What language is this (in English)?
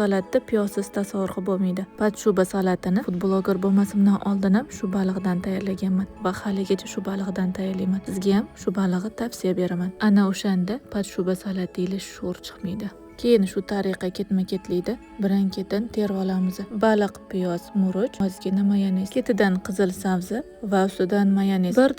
Uzbek